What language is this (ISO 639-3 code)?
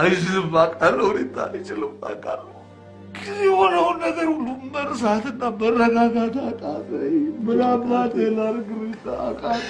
amh